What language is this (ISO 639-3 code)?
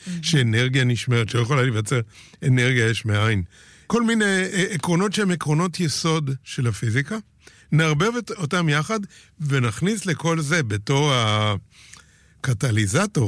heb